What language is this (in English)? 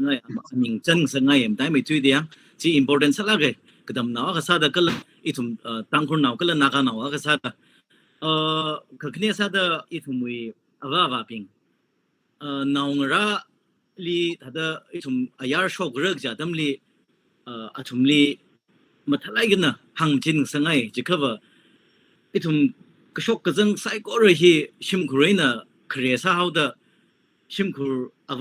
Tangkhul Naga (India)